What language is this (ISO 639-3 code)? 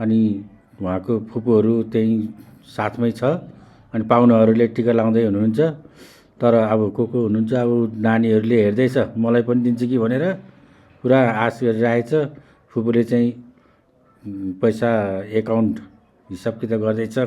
nep